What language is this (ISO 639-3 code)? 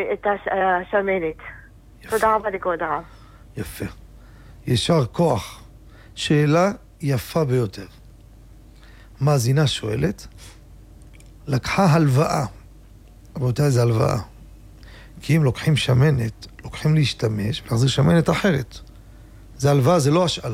heb